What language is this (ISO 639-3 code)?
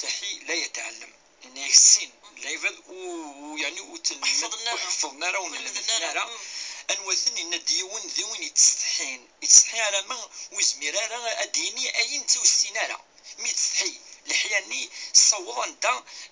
kab